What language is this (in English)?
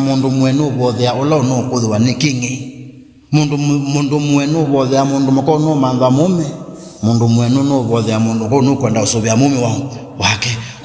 Kamba